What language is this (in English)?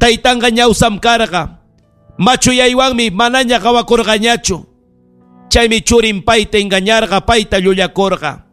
Ayacucho Quechua